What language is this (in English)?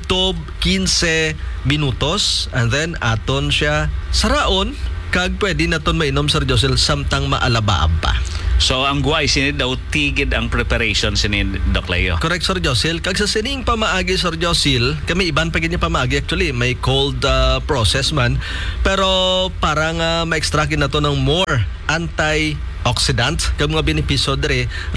Hiligaynon